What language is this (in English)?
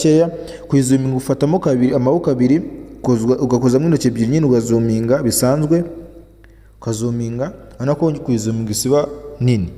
Kinyarwanda